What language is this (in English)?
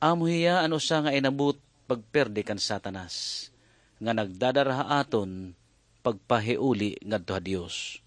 Waray